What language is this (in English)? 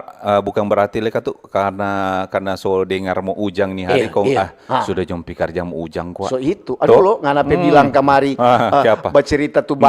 Manado Malay